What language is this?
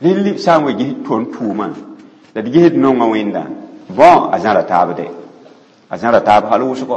Mossi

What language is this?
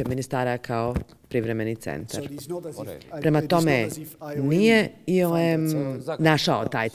Bosnian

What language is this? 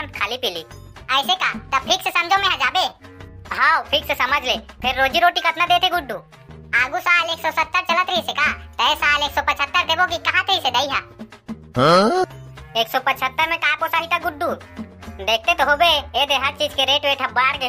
Chhattisgarhi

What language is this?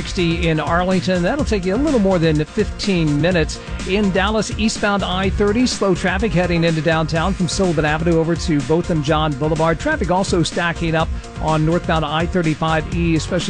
English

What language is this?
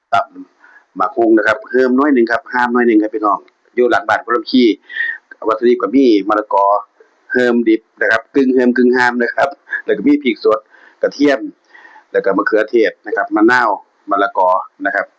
Northeastern Thai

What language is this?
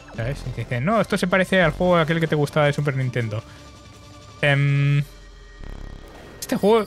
Spanish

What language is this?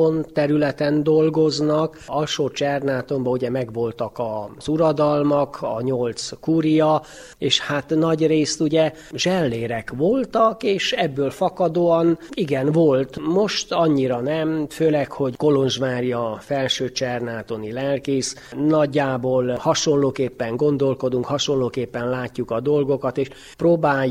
Hungarian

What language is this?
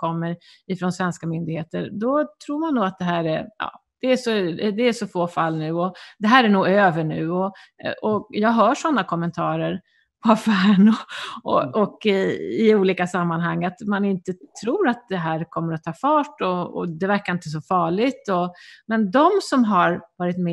Swedish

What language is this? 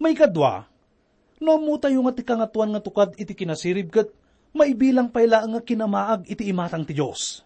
Iloko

